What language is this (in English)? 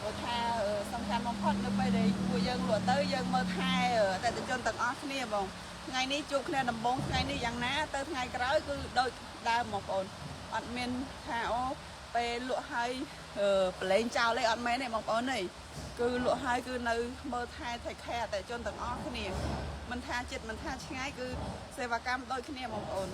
Khmer